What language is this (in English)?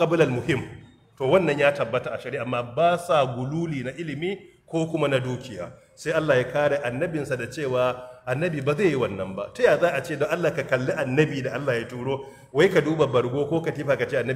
Hausa